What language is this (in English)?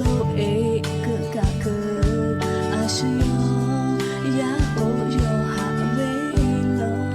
Lahu